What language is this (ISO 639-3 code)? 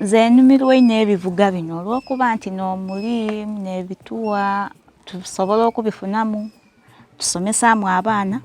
xog